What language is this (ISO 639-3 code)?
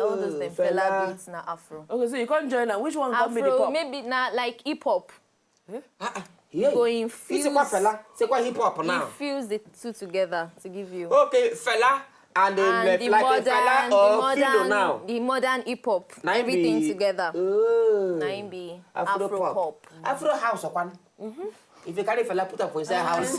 pcm